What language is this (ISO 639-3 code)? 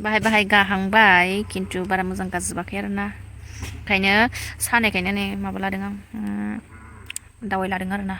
brx